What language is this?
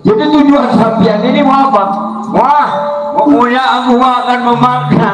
Betawi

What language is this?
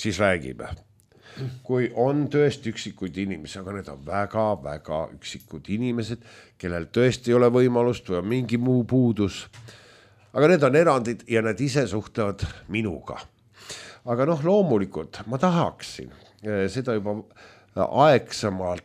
Estonian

